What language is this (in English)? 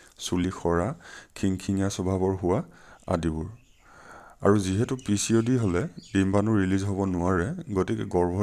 Assamese